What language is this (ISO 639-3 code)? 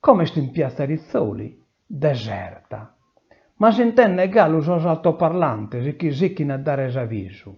srd